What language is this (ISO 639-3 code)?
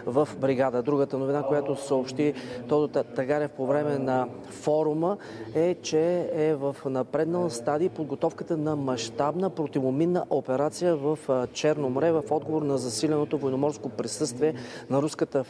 bul